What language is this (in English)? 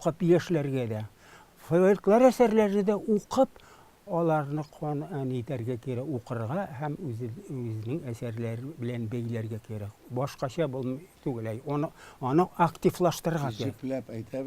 Tatar